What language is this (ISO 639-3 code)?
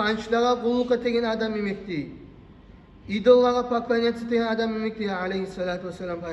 kum